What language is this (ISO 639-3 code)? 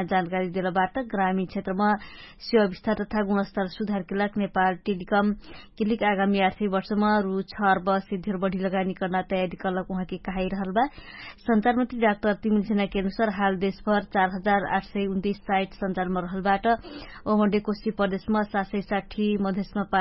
thl